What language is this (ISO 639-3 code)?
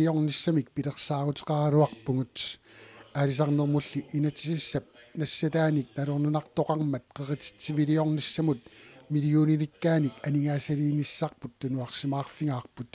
kal